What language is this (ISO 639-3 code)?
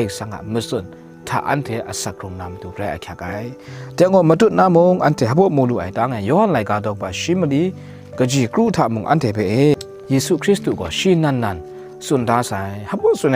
kac